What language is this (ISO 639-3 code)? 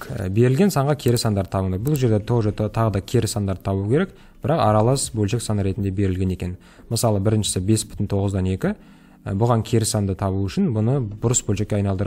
kaz